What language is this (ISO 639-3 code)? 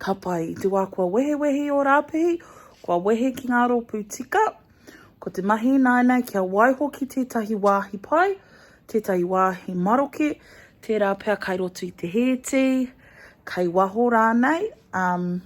mri